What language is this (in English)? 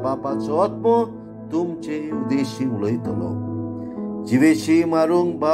Konkani